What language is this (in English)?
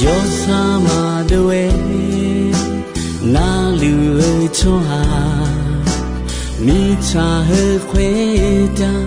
Akha